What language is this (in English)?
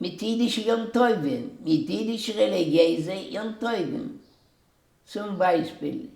Yiddish